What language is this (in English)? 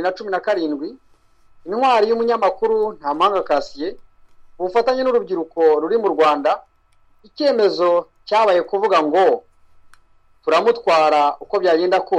Kinyarwanda